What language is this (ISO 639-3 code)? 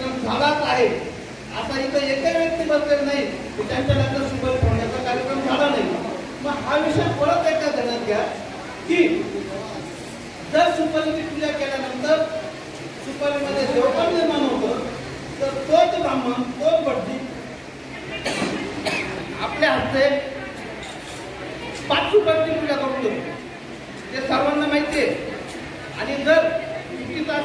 mar